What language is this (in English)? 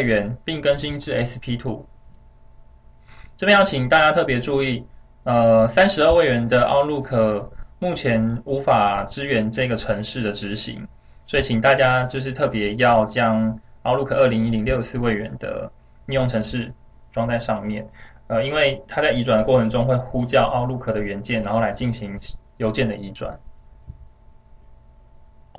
Chinese